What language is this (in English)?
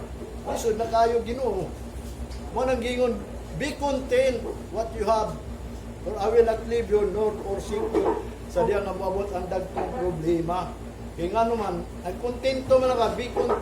Cebuano